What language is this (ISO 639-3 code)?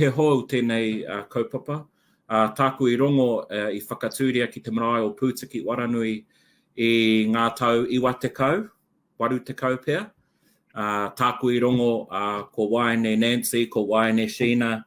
mri